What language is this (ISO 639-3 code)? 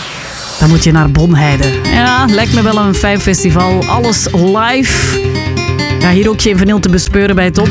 nld